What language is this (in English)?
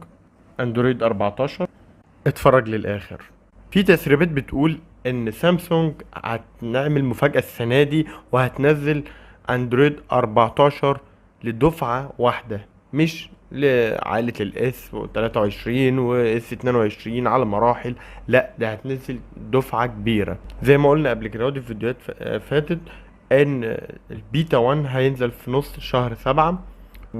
Egyptian Arabic